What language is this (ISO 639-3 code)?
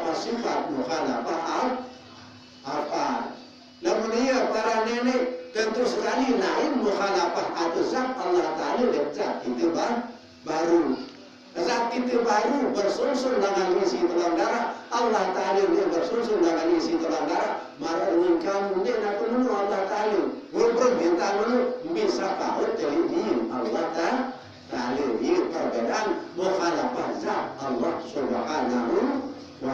sas